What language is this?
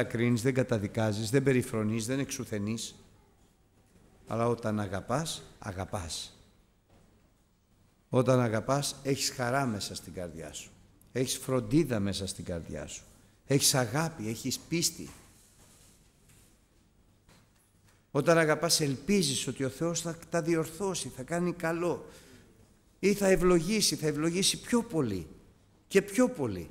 Greek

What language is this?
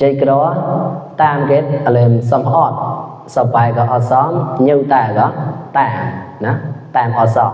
Mon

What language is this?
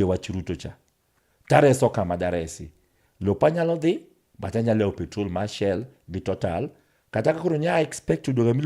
Luo (Kenya and Tanzania)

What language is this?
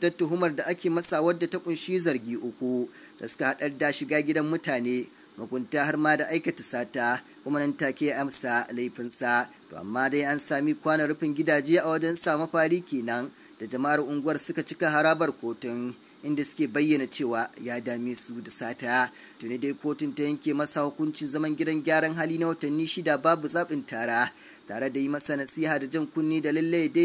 Hausa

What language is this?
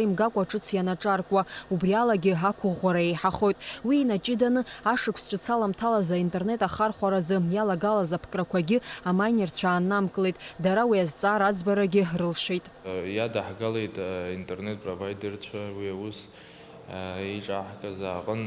Abkhazian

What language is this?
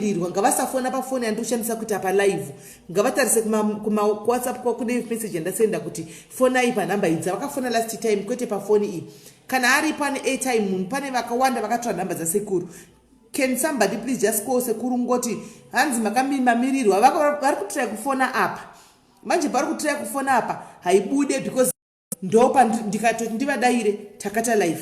Shona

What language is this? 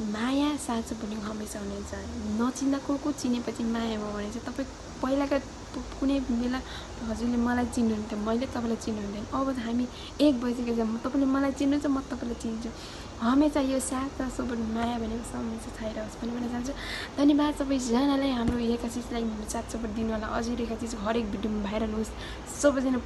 Nepali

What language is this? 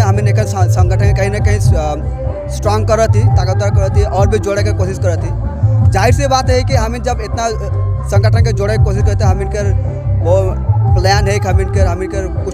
Sadri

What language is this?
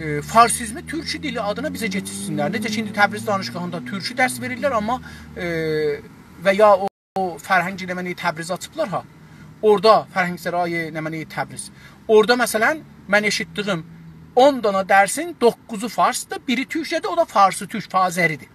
South Azerbaijani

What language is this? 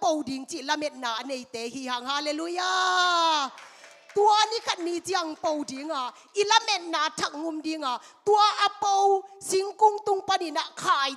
Tedim Chin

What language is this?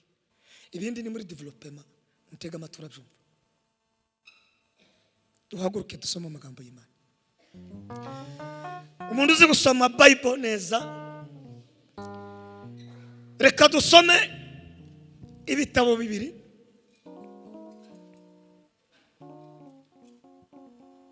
Kinyarwanda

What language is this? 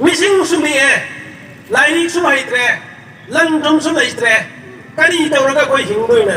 Manipuri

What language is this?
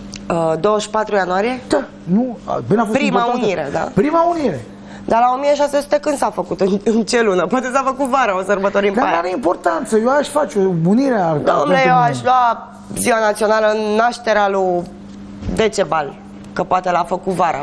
Romanian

